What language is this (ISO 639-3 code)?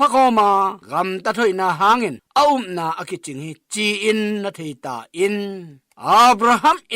ctd